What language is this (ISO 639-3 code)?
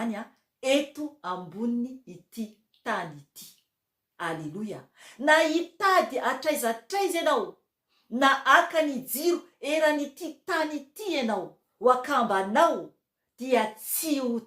mlg